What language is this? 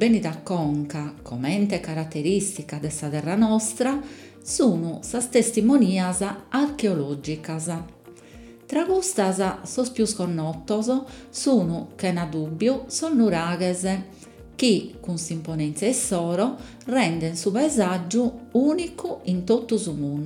Sardinian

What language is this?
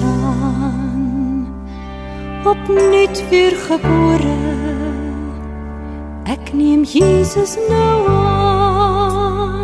Afrikaans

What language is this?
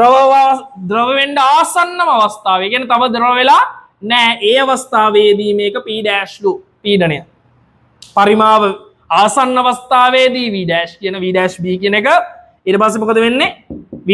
Sinhala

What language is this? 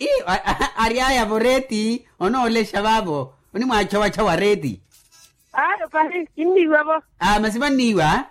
Makhuwa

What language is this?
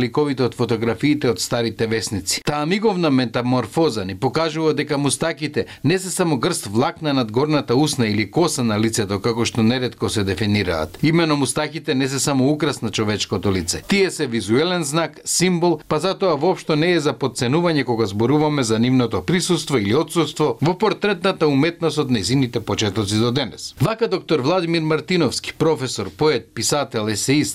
Macedonian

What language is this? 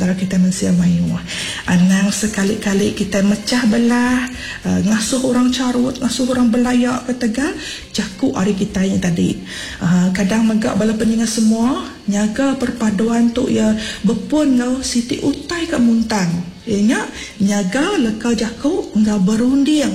Iban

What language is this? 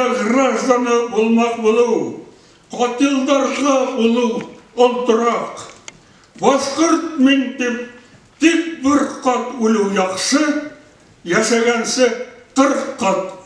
Bashkir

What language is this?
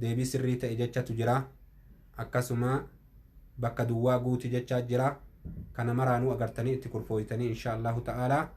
Oromo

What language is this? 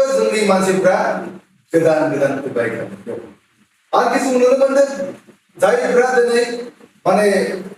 Bodo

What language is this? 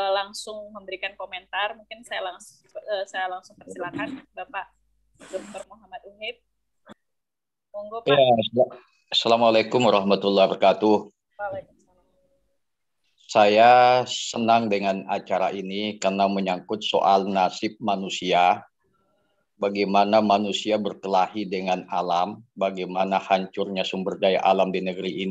Indonesian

